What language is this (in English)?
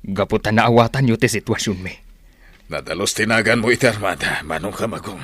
Iloko